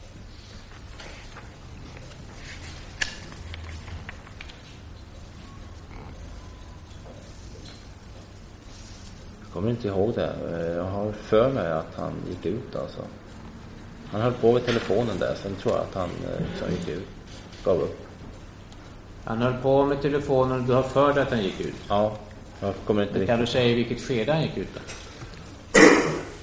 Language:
Swedish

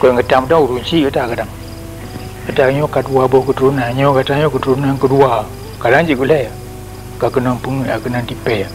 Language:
Achinese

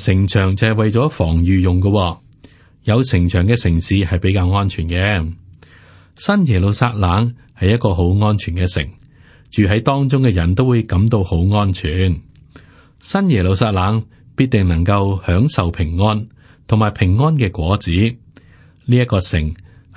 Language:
Cantonese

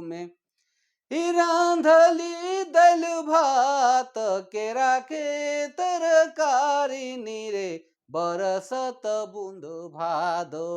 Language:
Sadri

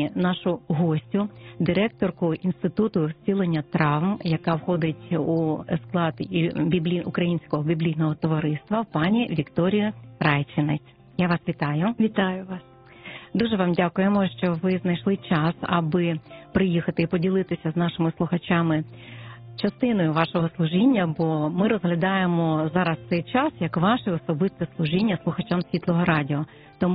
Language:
Ukrainian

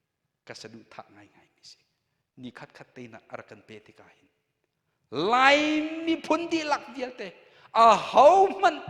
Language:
Hakha Chin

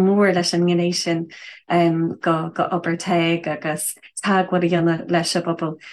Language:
Irish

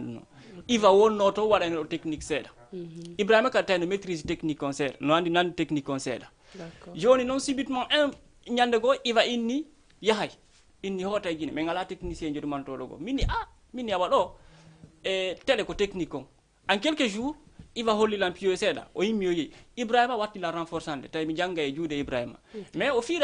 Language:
Fula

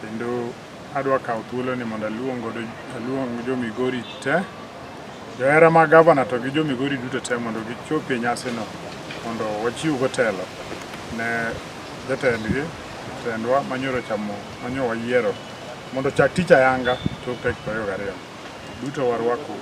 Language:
Luo (Kenya and Tanzania)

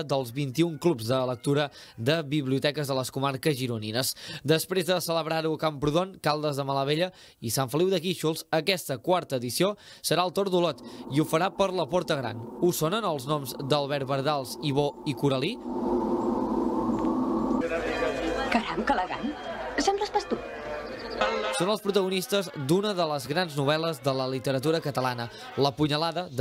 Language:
Catalan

